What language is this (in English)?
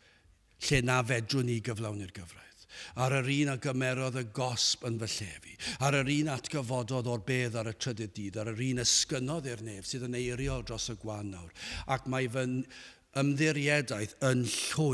Welsh